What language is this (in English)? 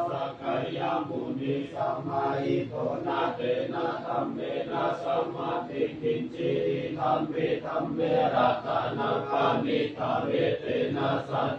Pali